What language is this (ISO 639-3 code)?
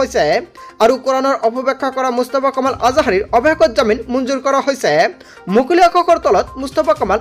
asm